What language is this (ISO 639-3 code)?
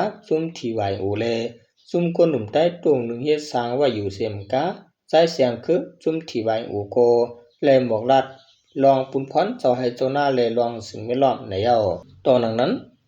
shn